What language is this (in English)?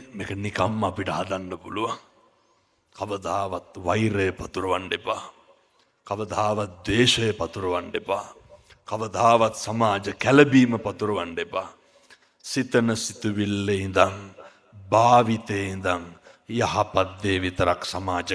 Sinhala